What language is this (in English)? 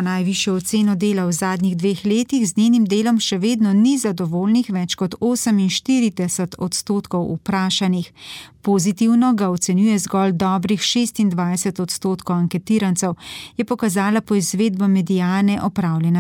Slovenian